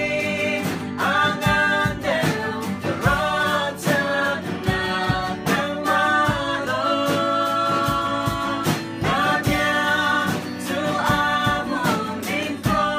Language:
Hakha Chin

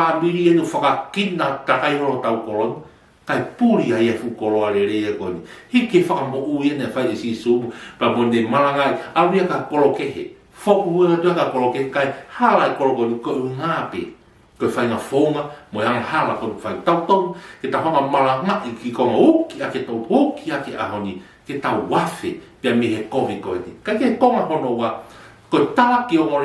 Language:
Tongan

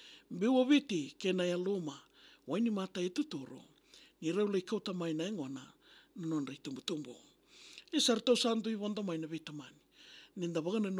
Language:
Fijian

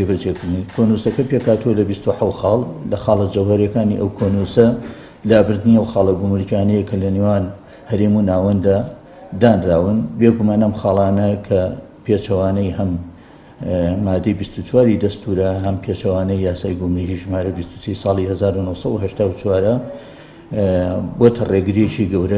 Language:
Central Kurdish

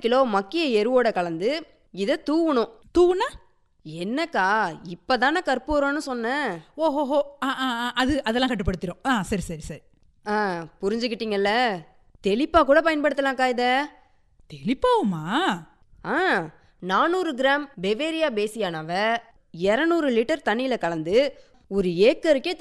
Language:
Tamil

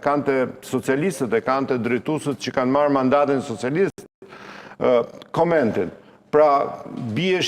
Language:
Albanian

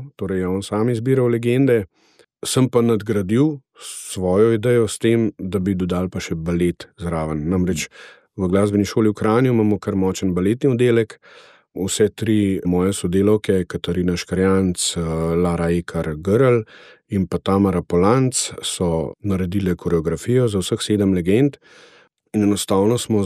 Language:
Slovenian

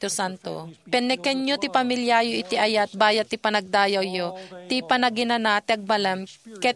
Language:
Iloko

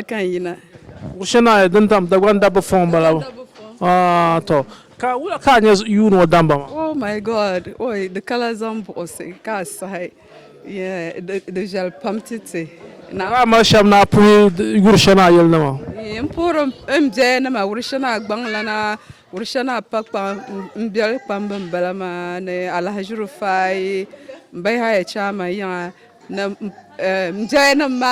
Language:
Dagbani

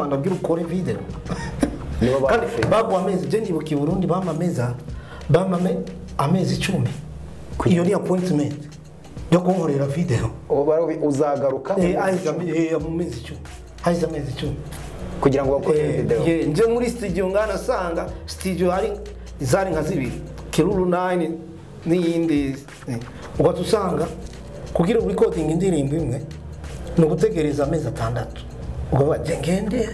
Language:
Kinyarwanda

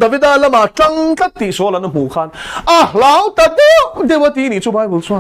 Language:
Mizo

